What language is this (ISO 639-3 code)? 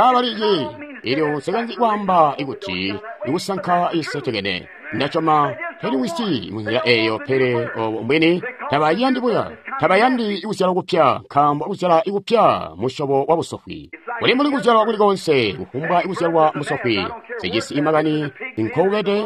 toi